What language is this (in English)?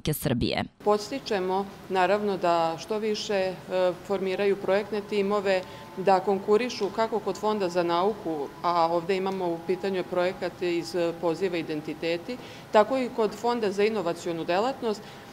Serbian